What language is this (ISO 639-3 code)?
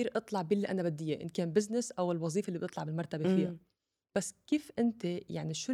apc